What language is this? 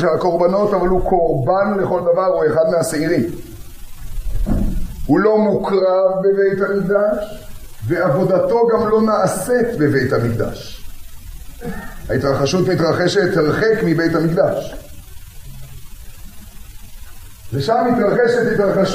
Hebrew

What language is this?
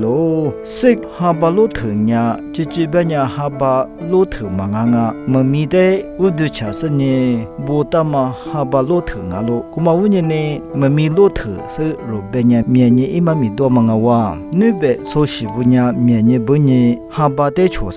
Lisu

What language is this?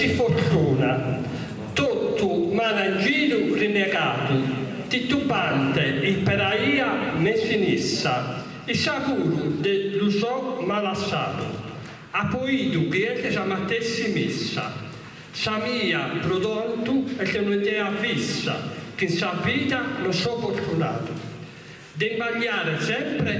Sardinian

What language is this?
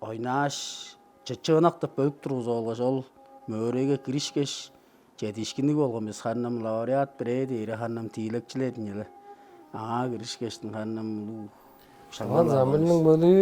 Tuvinian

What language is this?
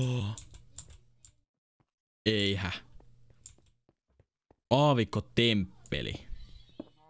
Finnish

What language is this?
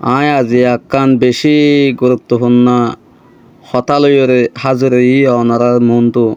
Rohingya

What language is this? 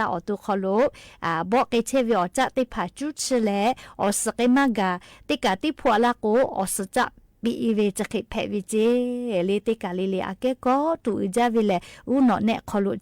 Lahu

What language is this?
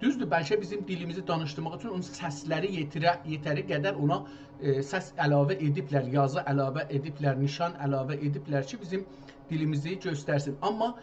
South Azerbaijani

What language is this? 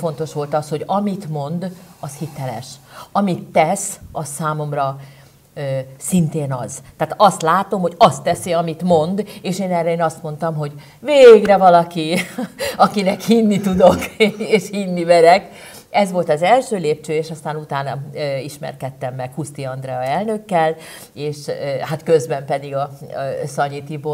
Hungarian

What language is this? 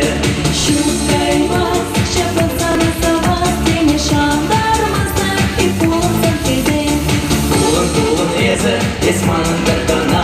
Chuvash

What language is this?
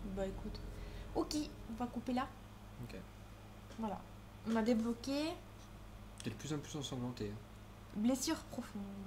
French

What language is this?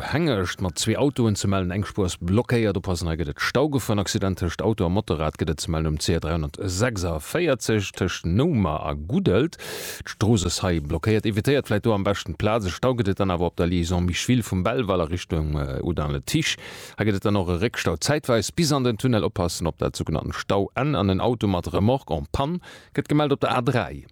Luxembourgish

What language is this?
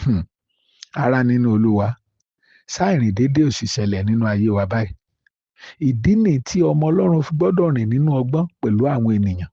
Yoruba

